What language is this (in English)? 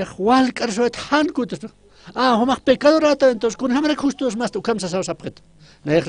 Aymara